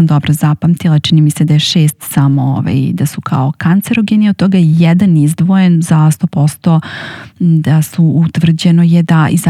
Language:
Serbian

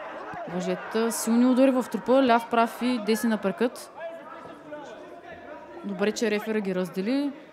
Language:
Bulgarian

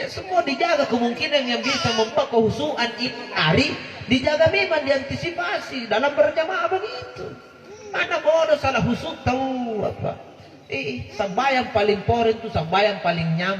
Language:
Makasar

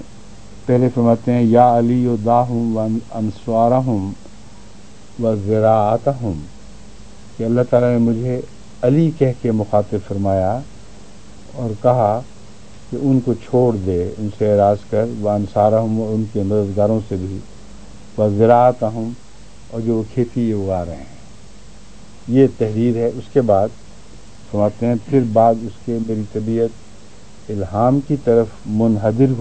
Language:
Urdu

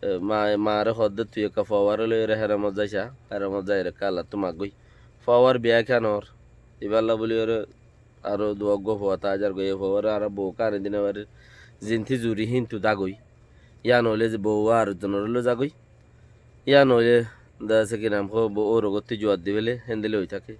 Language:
Rohingya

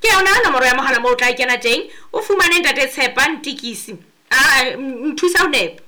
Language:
Southern Sotho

